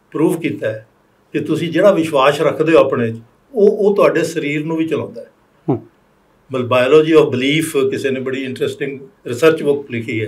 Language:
Punjabi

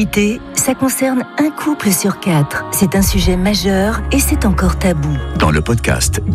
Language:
French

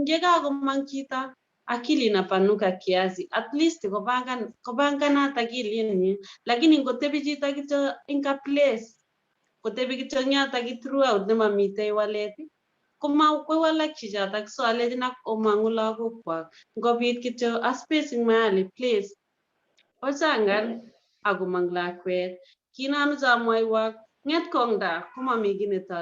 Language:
Kalenjin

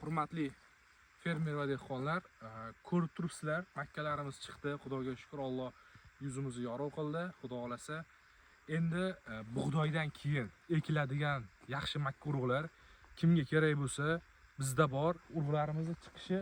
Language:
Uzbek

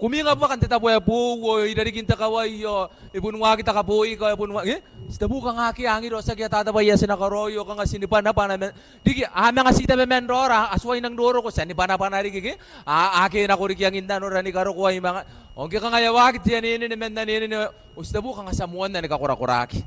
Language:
Gilbertese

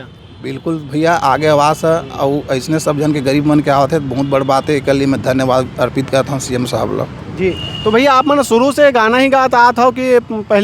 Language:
Chhattisgarhi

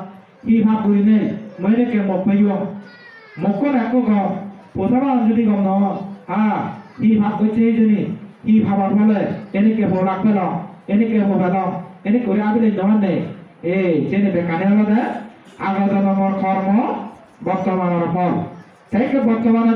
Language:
Chakma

